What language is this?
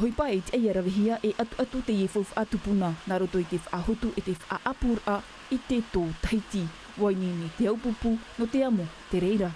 Tahitian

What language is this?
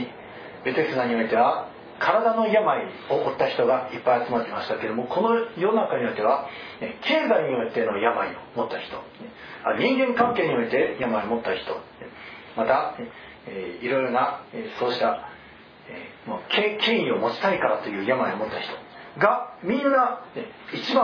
Japanese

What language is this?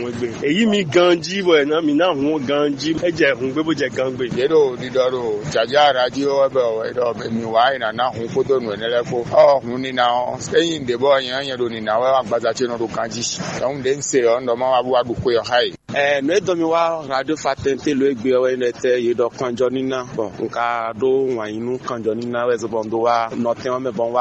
Fon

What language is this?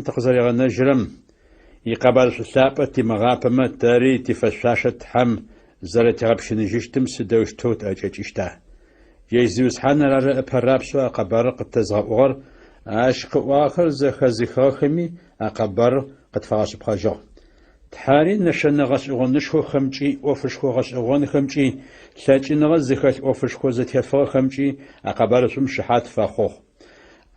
Adyghe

